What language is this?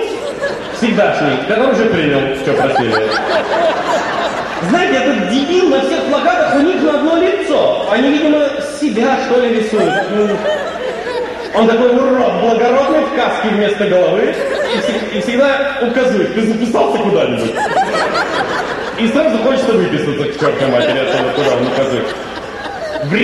Russian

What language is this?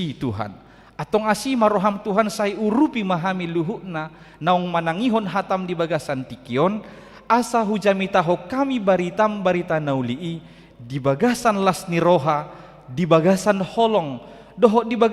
Batak Toba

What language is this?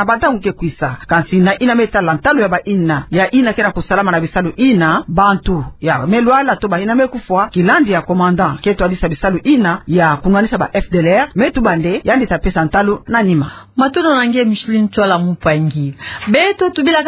Kituba (Democratic Republic of Congo)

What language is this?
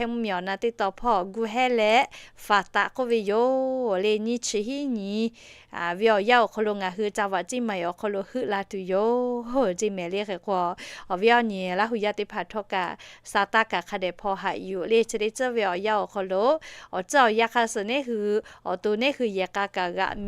Lahu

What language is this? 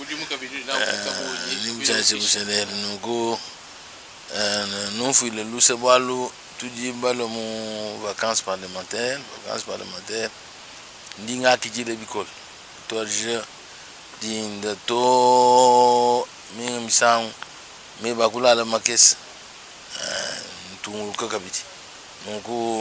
Luba-Lulua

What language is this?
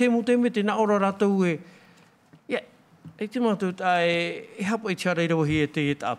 Tahitian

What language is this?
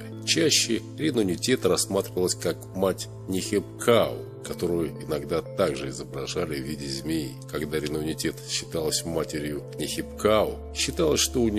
Russian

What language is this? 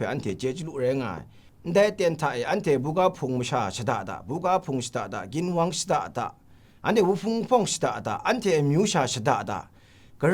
Kachin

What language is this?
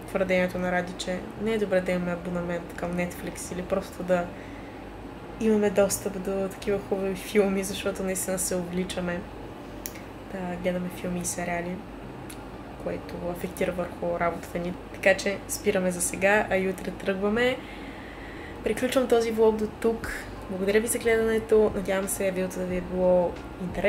Bulgarian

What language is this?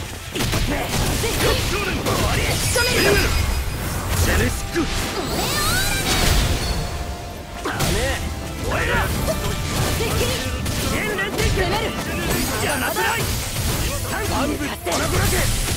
Japanese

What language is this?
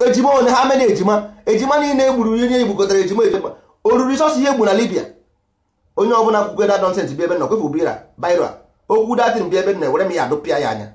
Igbo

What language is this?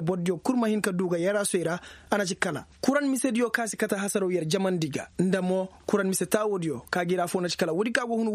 Koyraboro Senni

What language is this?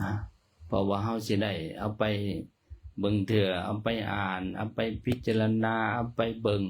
Lao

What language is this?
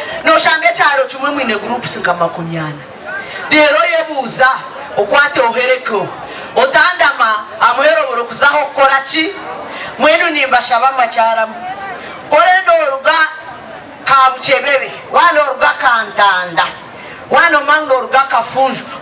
Nyankole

